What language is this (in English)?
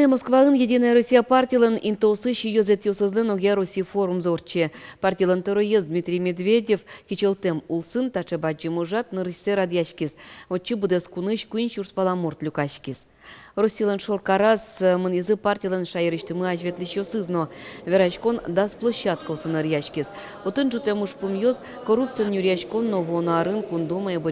Udmurt